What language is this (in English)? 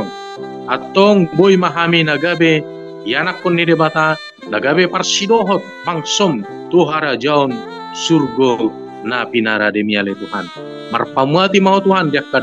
Batak Toba